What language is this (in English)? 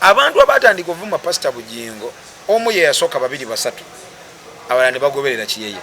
Ganda